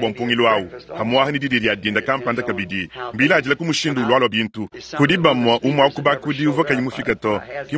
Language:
Luba-Lulua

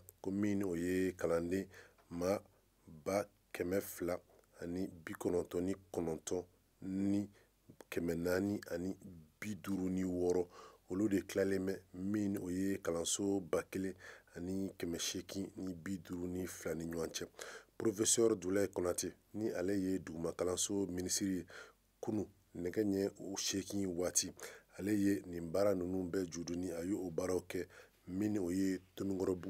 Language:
Bambara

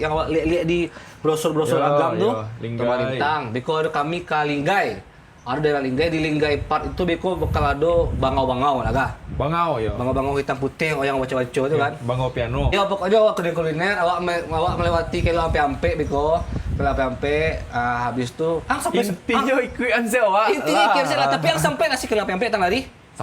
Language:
Minangkabau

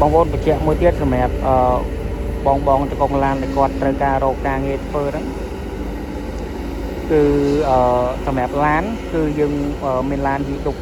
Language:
Khmer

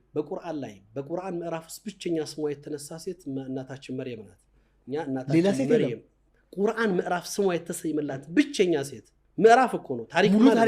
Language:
Amharic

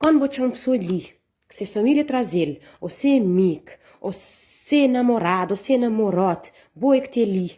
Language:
Kabuverdianu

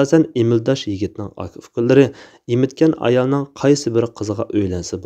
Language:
Uyghur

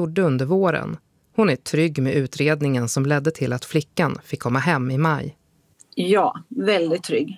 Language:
Swedish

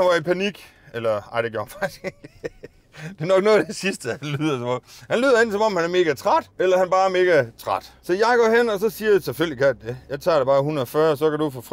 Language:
Danish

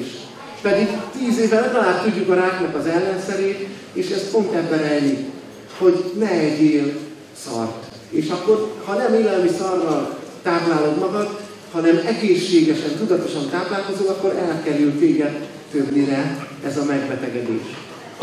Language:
Hungarian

